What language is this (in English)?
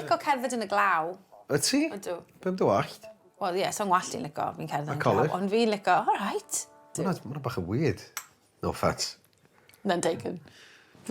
Welsh